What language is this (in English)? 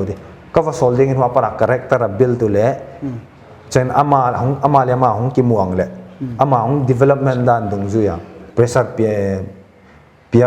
Paite Chin